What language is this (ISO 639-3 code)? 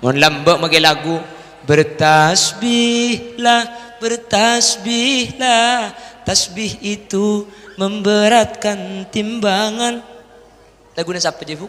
mad